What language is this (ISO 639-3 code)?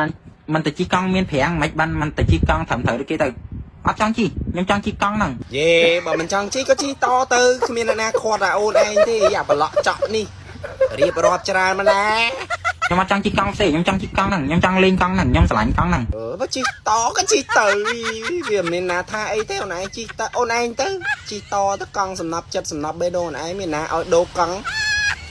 khm